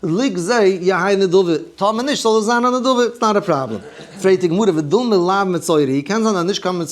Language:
Yiddish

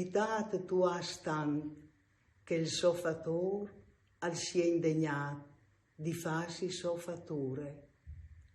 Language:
Friulian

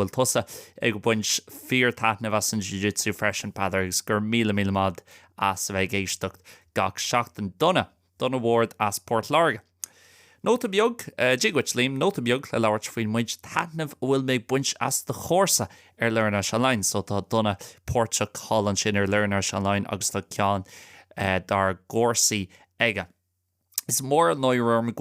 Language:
Irish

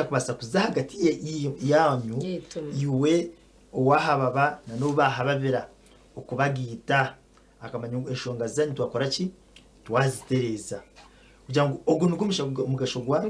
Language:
Nyankole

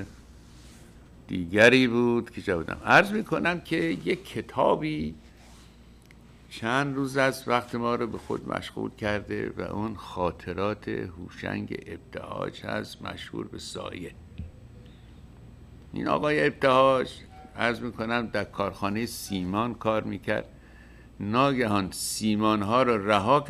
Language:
Persian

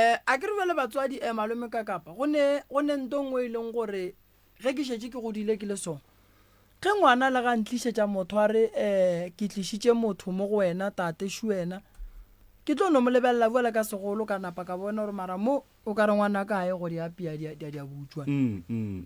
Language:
Northern Sotho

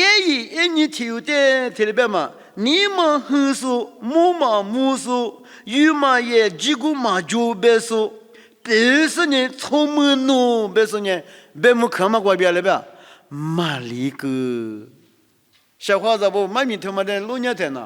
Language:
Lisu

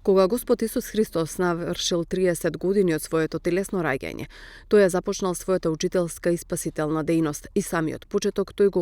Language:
Macedonian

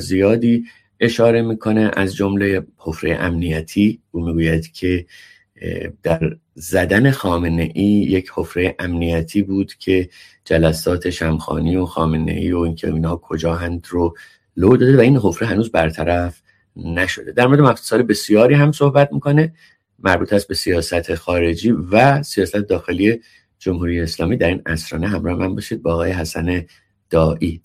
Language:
Persian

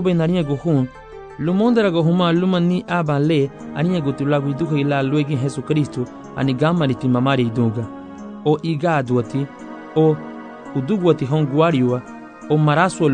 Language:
Garifuna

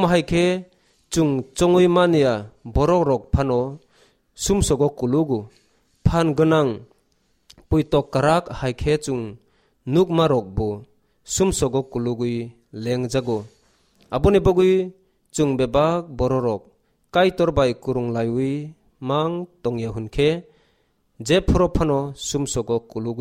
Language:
Kok Borok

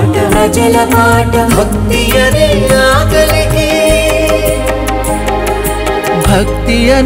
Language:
Telugu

